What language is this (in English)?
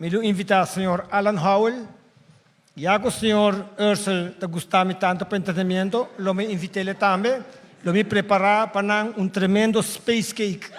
Papiamento